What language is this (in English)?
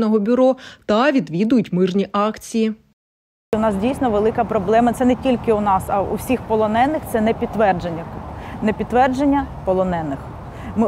Ukrainian